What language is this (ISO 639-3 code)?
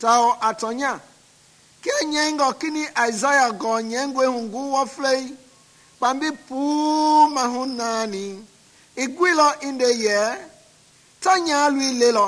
men